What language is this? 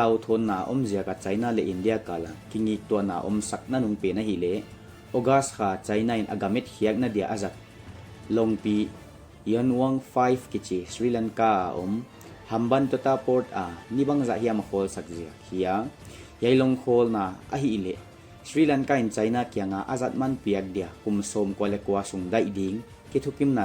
Paite Chin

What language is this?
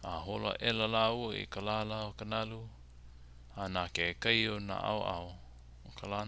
Hawaiian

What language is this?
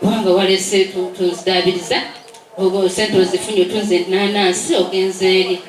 Ganda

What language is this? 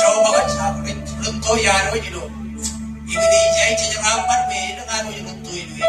Marshallese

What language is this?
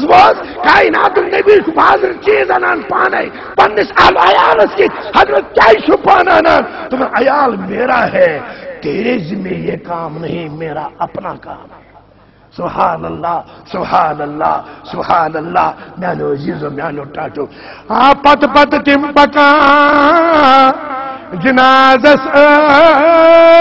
Kashmiri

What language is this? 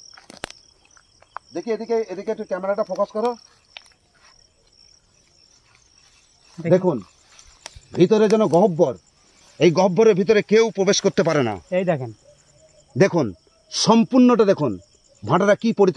Bangla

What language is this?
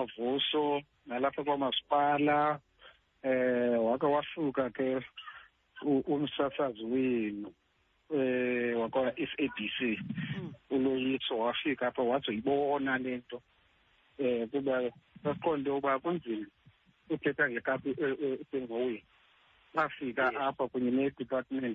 Xhosa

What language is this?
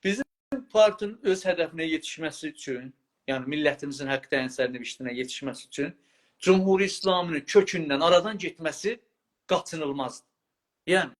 South Azerbaijani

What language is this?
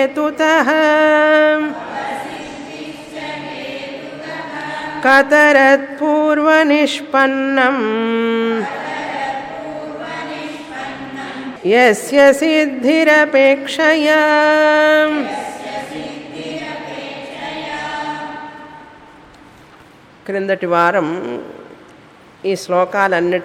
Telugu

